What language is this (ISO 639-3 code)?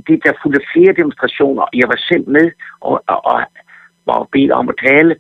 dan